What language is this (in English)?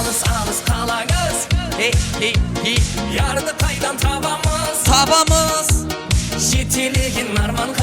Kara-Kalpak